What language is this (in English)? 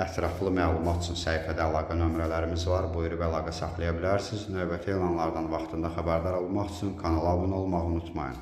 Azerbaijani